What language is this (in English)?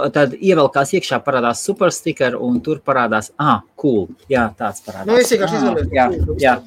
Latvian